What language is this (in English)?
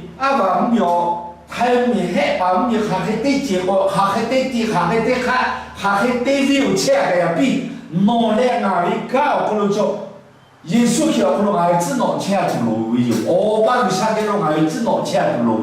Lahu